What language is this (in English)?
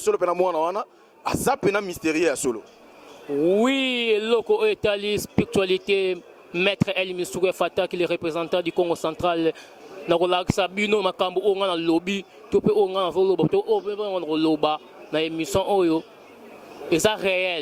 Lingala